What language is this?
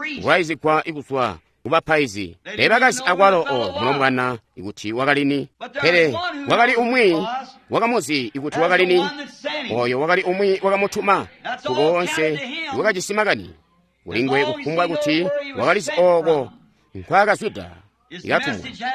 Tonga (Zambia)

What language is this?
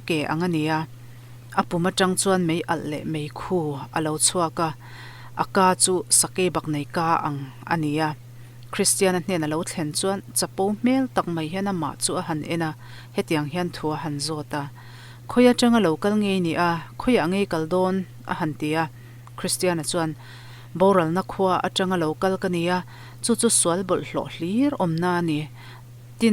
Mizo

